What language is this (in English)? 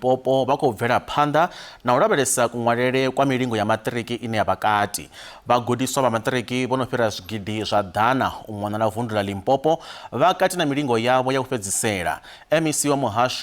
Venda